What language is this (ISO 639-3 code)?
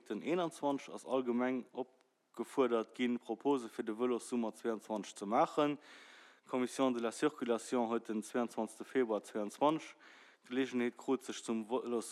ltz